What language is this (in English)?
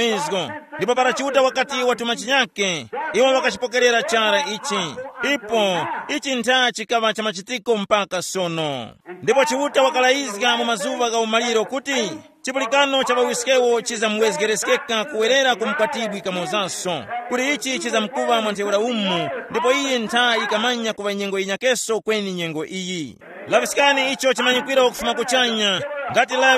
Tumbuka